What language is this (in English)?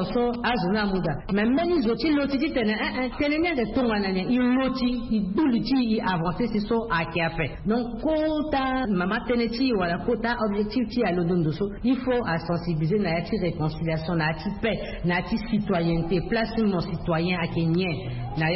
Sango